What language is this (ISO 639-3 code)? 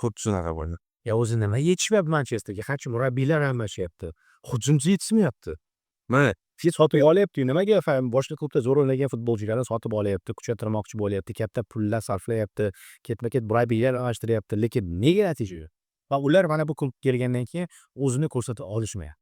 uzb